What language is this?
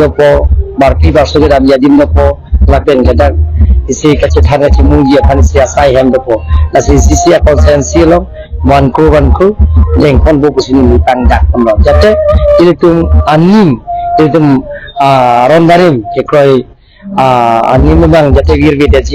Karbi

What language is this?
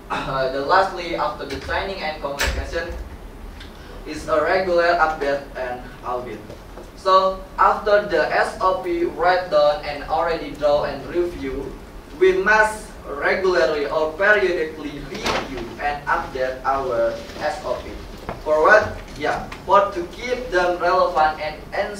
English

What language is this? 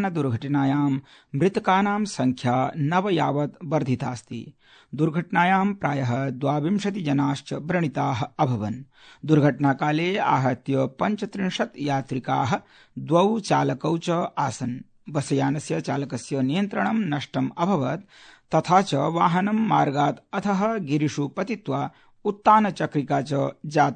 Sanskrit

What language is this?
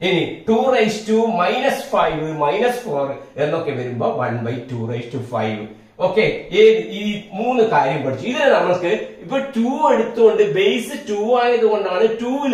Malayalam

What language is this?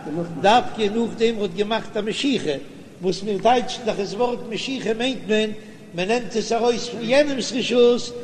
Yiddish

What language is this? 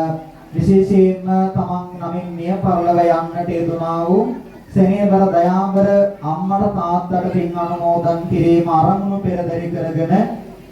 Sinhala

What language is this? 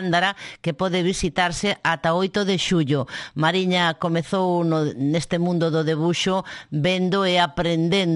Galician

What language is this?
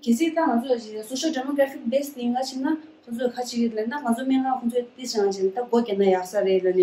Tibetan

